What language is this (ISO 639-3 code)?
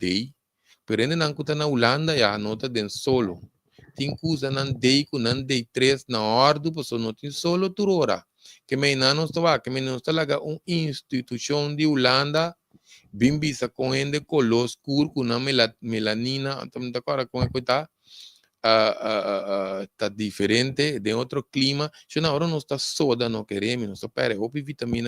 pap